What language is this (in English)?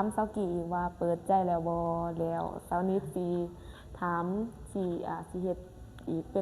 Lao